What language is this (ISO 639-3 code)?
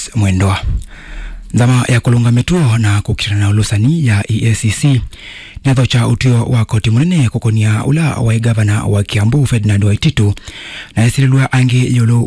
kam